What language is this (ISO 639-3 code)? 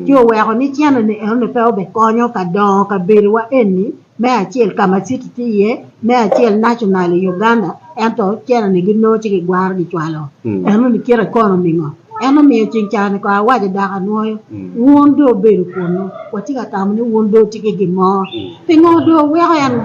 ach